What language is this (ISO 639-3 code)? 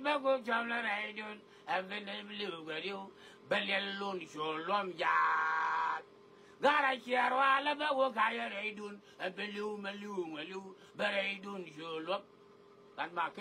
nus